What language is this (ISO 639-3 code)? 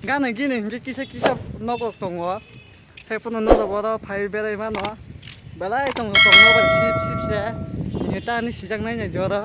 trp